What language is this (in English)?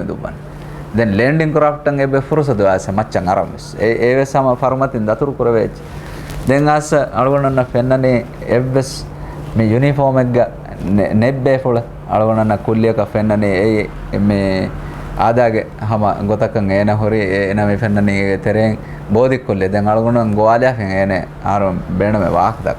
Divehi